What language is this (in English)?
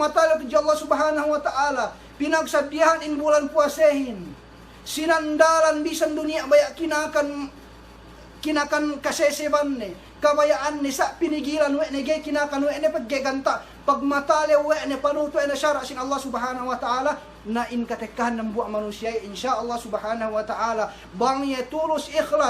Yakan